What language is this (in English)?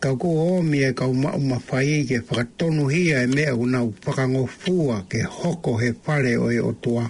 Tongan